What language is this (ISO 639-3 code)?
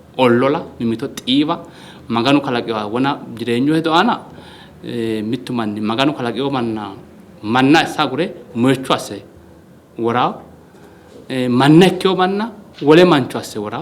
sid